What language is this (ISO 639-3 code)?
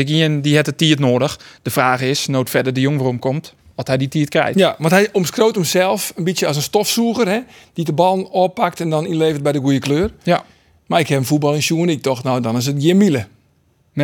fry